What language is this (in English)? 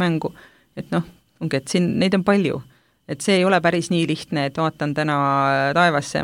Estonian